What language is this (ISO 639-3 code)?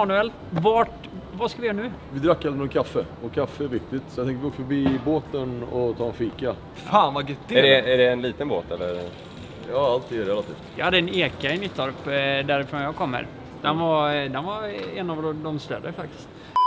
swe